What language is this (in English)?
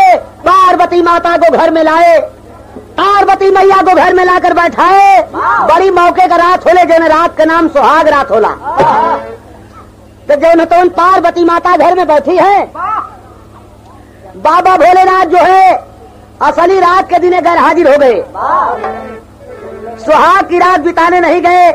Bhojpuri